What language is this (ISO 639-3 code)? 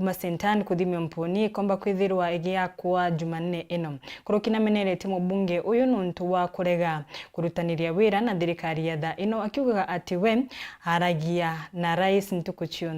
mer